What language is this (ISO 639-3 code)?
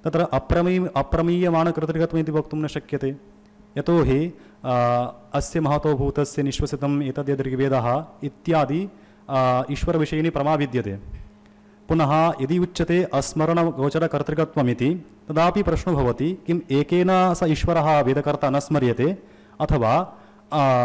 san